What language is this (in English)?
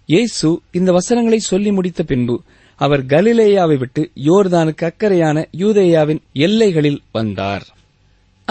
Tamil